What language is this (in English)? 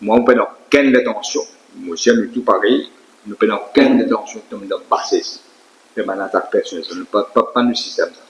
Morisyen